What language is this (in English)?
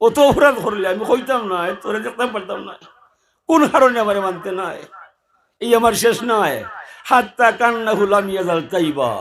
Sylheti